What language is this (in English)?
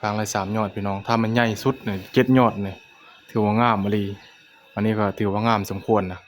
Lao